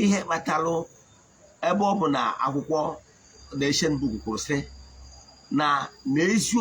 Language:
Igbo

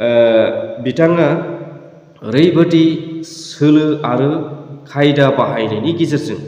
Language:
Bodo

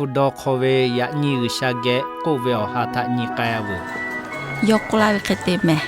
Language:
Lahu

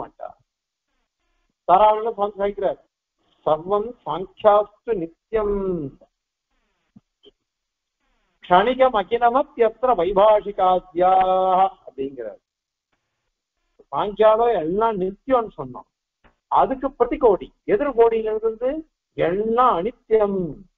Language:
Tamil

